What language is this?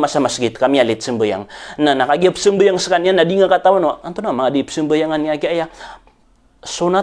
Maranao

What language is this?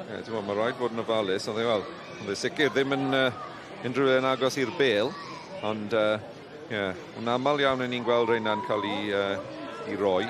Welsh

